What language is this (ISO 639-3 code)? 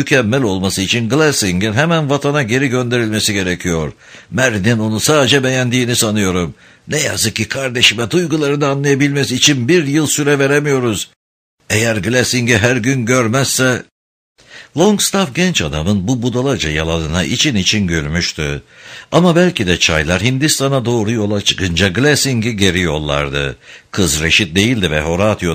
tur